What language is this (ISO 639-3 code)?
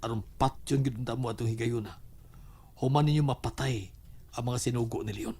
ceb